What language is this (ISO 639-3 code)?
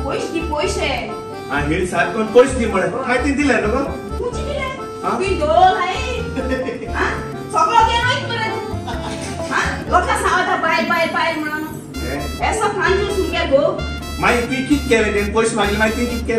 kok